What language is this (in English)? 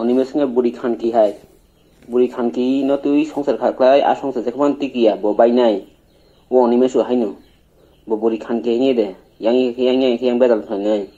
Kok Borok